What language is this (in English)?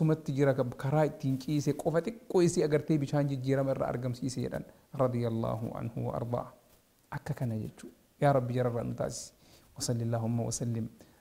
Oromo